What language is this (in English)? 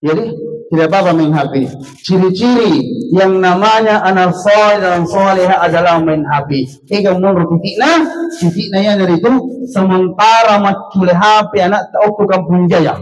Buginese